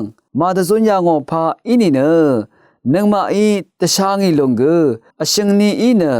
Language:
Rawang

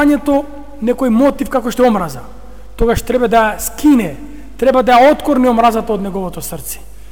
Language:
Macedonian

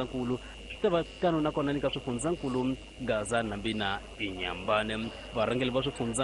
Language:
Tsonga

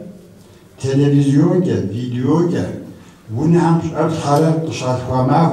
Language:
Kabardian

